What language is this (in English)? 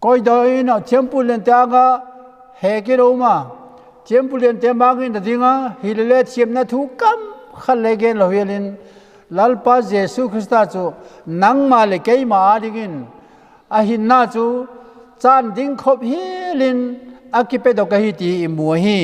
Vaiphei